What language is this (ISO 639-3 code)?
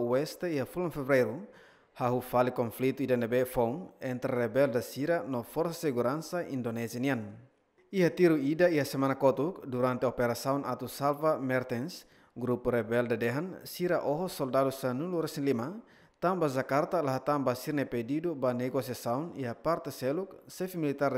tet